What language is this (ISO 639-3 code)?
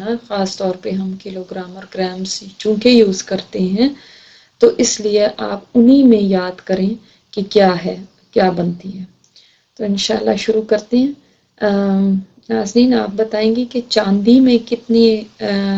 urd